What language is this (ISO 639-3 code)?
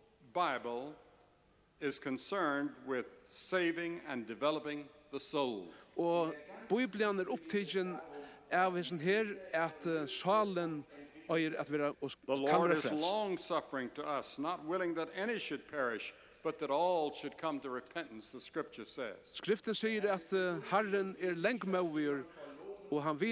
fao